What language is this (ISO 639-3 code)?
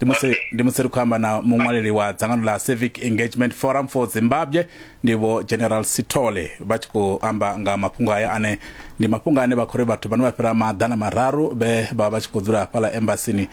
ven